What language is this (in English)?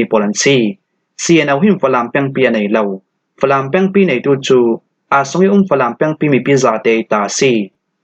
Falam Chin